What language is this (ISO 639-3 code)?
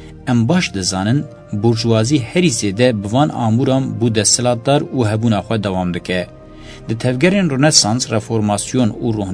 kur